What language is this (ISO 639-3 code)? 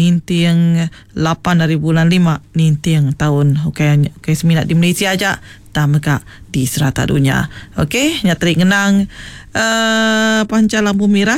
iba